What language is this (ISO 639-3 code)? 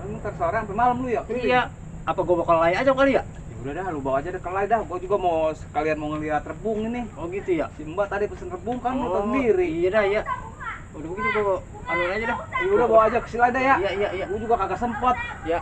bew